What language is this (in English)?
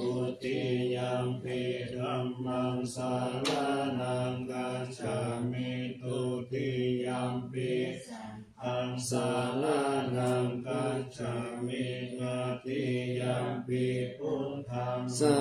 Pali